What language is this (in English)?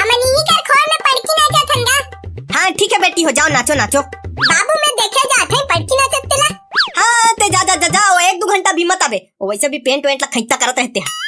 Chhattisgarhi